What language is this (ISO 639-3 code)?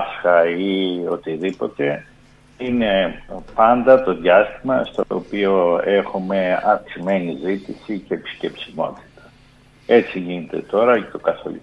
ell